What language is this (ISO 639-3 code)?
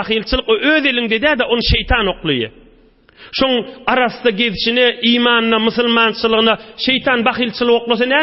tuk